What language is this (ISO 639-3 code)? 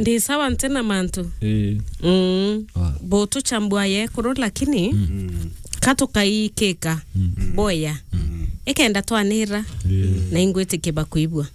mer